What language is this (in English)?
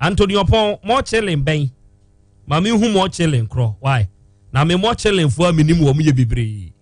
Akan